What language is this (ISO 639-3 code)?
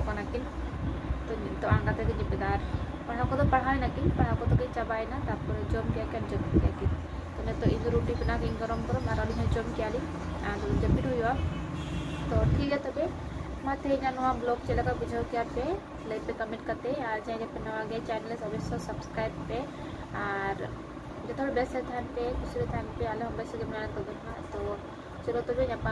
sat